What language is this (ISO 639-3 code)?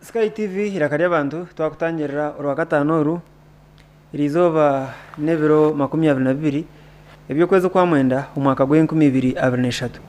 nyn